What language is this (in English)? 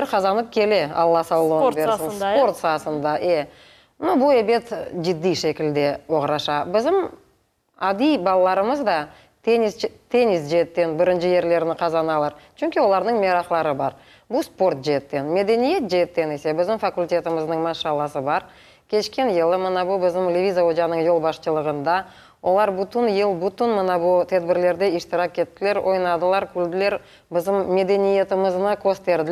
Crimean Tatar